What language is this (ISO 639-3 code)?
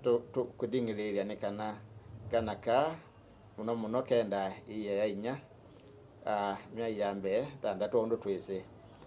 kam